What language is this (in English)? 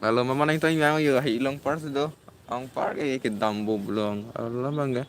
Karbi